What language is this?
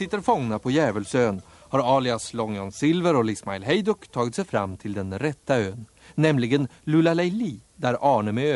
Swedish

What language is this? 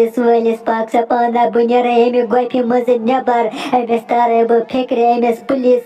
Kashmiri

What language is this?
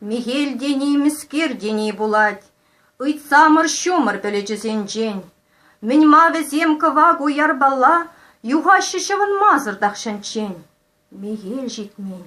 Chuvash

